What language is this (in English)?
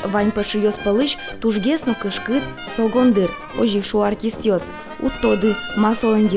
Udmurt